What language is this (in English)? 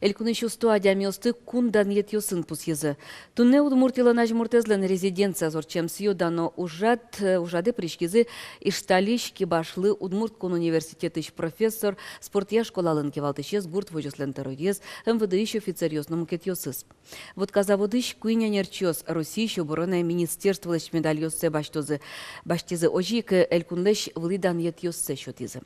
Udmurt